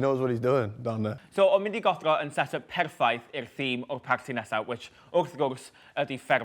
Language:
Welsh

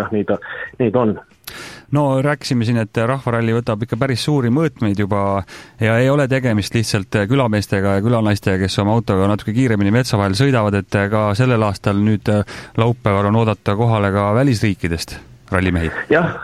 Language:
Estonian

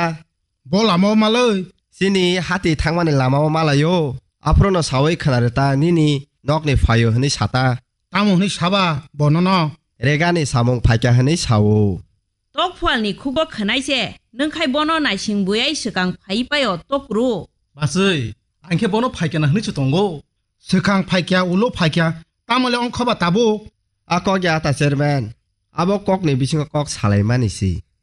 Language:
Kok Borok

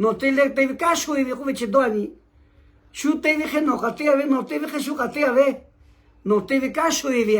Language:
Lahu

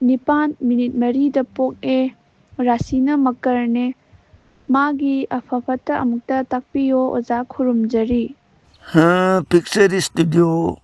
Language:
Manipuri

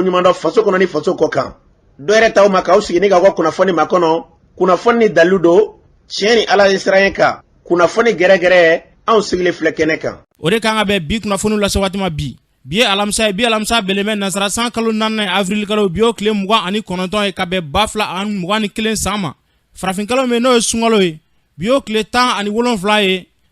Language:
Bambara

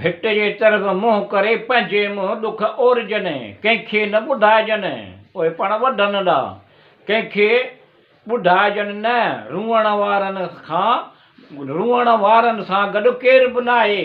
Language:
Sindhi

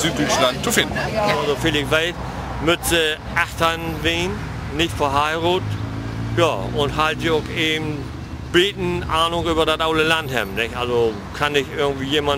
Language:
Low German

